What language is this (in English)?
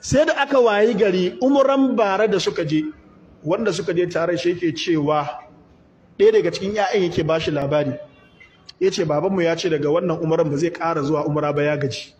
Hausa